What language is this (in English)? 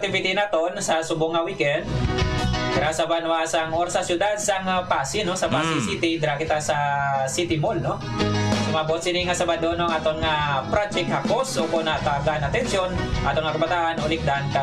Hiligaynon